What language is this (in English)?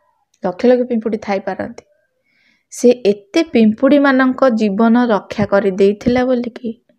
Odia